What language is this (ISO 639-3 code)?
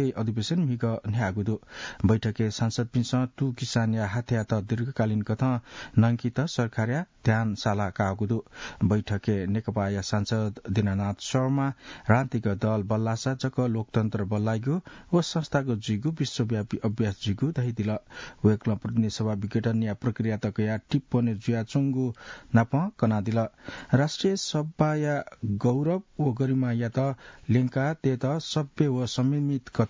new